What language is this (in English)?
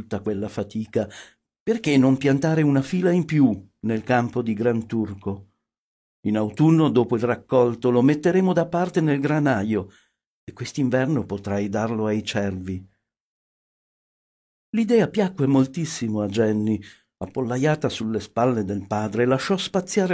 Italian